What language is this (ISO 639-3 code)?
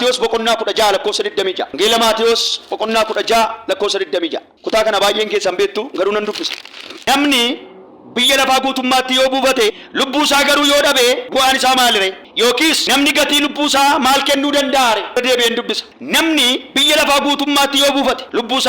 orm